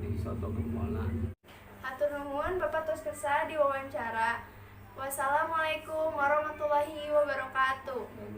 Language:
Sundanese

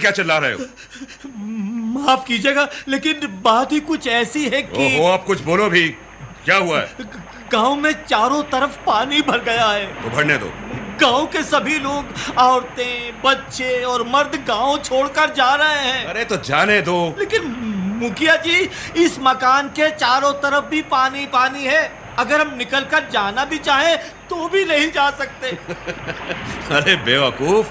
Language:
Hindi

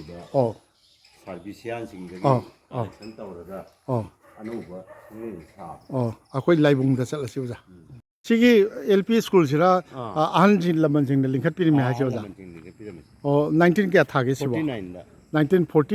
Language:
Manipuri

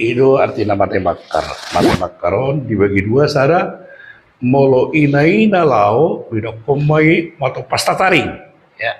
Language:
Batak Toba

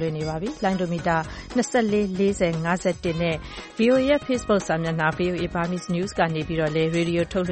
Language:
Burmese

